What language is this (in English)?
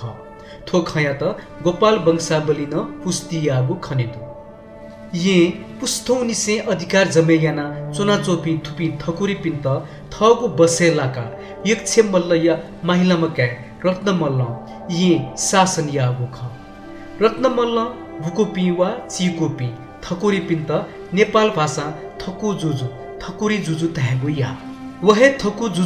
Newari